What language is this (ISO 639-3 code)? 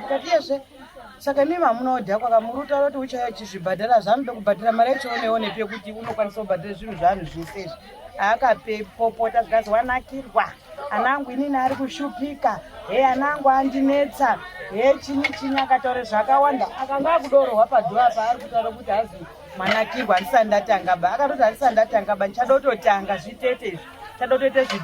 sna